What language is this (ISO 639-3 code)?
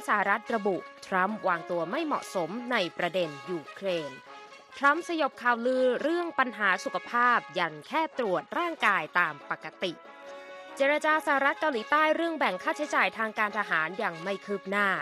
tha